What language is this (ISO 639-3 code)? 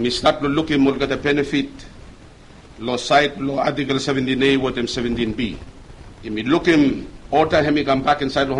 bis